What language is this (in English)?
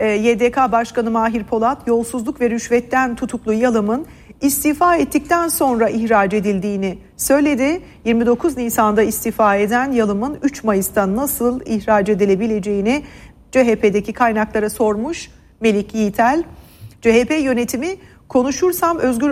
Turkish